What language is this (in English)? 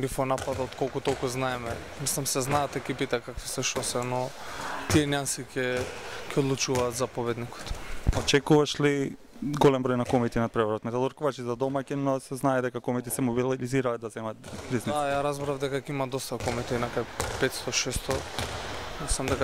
Macedonian